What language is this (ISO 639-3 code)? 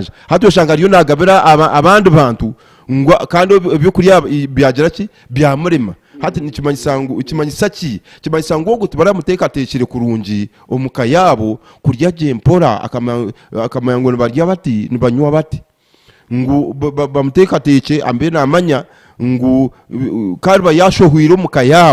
nyn